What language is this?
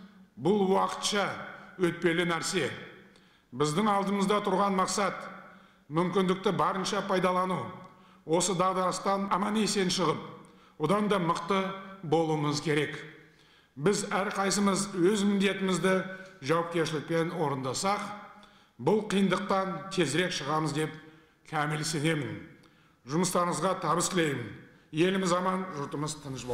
Kazakh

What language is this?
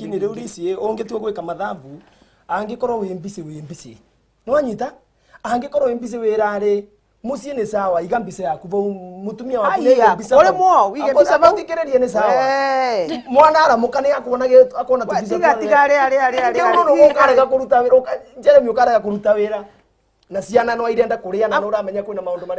Meru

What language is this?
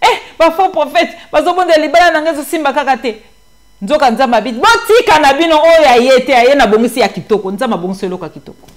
Lingala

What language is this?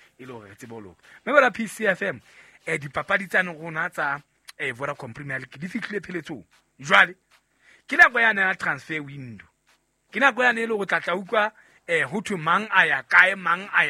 Southern Sotho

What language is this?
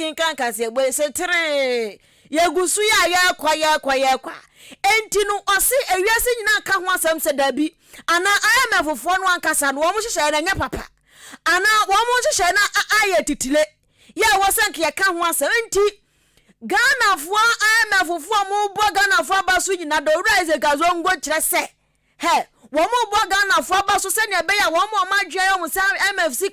Akan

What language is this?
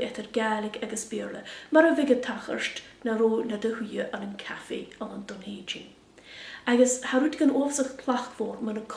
Scottish Gaelic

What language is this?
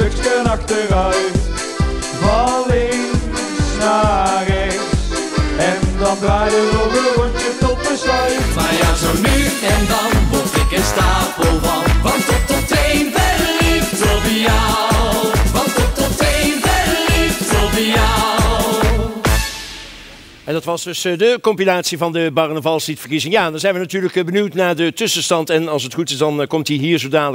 Dutch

